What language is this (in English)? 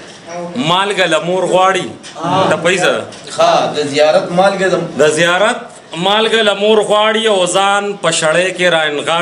Pashto